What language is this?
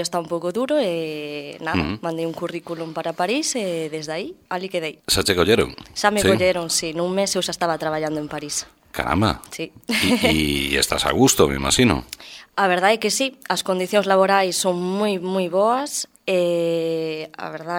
Galician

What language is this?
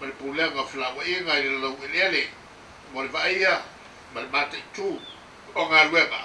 Samoan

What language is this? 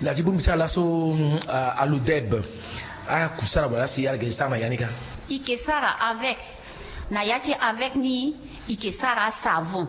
Sango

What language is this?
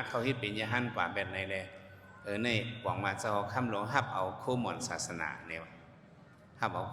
Shan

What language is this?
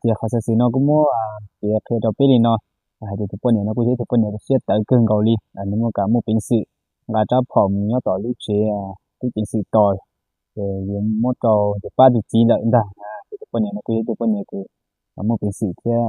Hmong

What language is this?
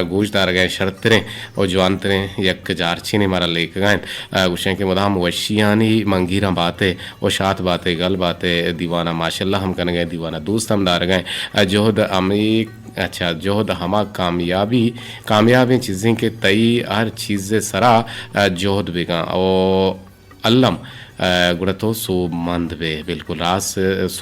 Eastern Balochi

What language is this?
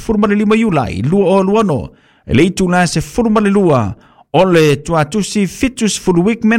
Samoan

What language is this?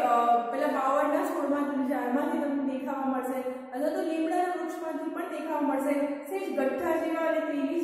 Gujarati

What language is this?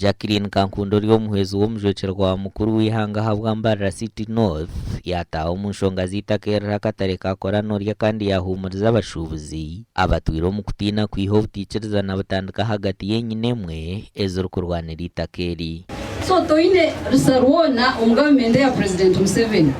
Nyankole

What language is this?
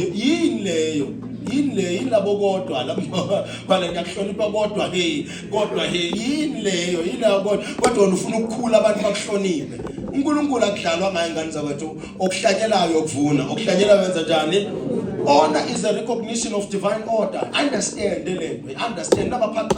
Zulu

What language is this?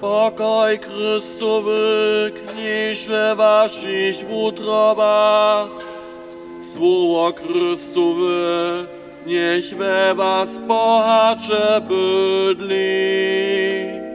Upper Sorbian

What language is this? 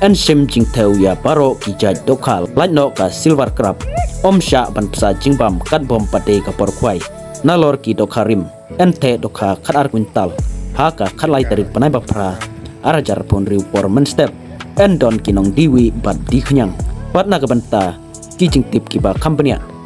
Khasi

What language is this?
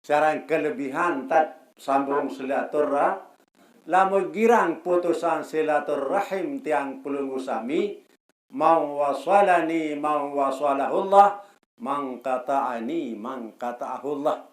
Sasak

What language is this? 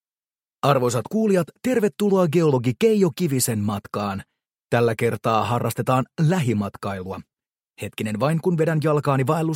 Finnish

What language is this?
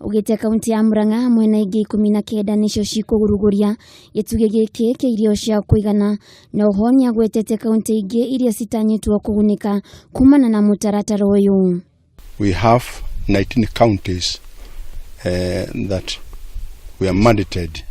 Kikuyu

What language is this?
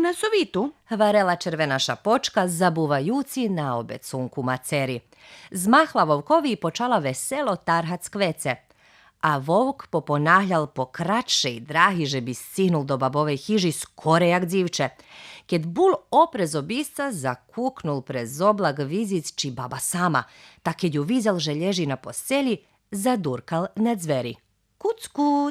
Rusyn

